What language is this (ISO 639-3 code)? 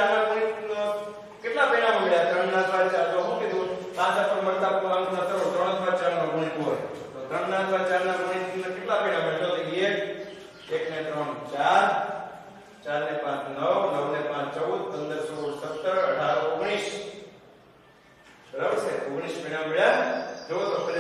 guj